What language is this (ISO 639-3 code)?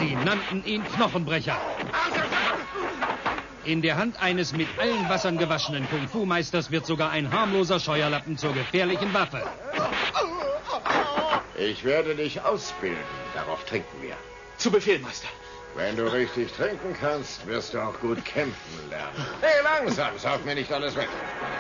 deu